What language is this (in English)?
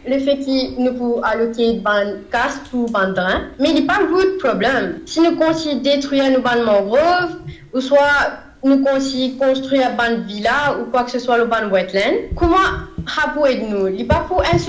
Morisyen